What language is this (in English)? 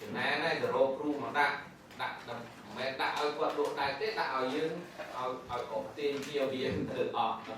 Khmer